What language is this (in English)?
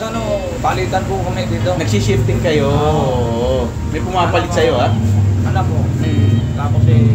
Filipino